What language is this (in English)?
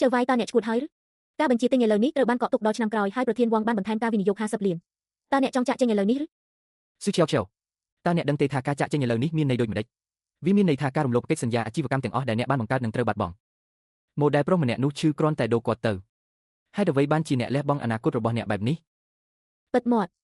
Khmer